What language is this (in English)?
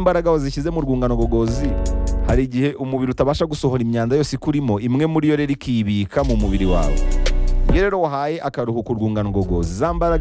Kinyarwanda